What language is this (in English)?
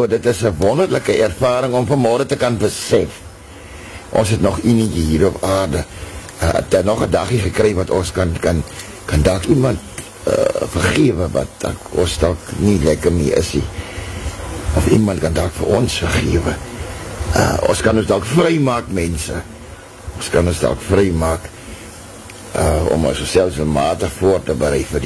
Afrikaans